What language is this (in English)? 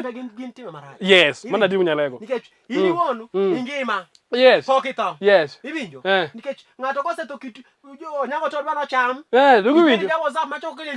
Luo (Kenya and Tanzania)